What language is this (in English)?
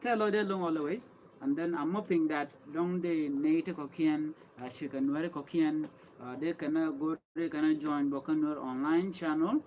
Nuer